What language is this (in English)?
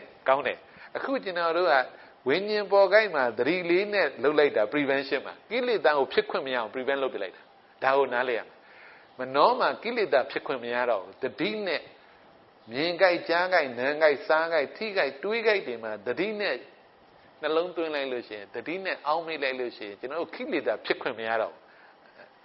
Burmese